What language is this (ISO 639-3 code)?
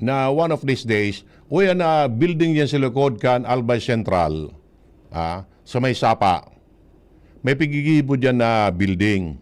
bik